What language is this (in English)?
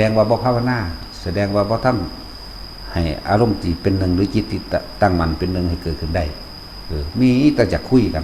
Northeastern Thai